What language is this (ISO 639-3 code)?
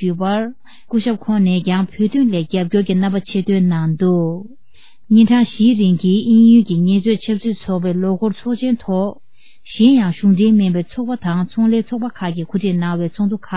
bod